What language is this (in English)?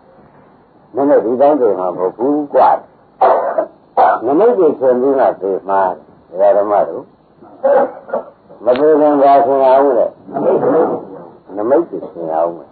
Burmese